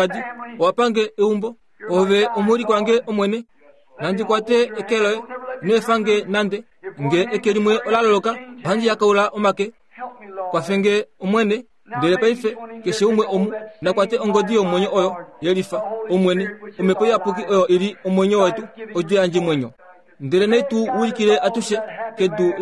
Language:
Kuanyama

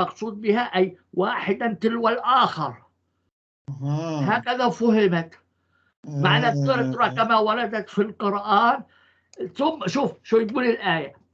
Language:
North Levantine Arabic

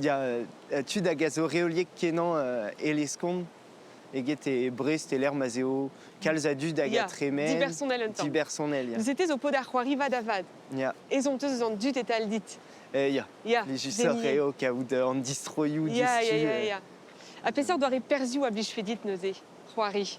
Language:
Breton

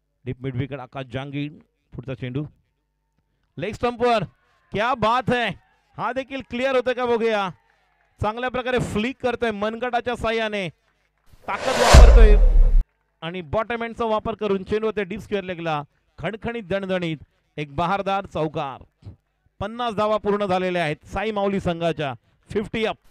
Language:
Marathi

